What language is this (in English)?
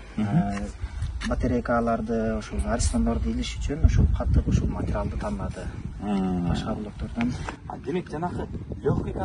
Kyrgyz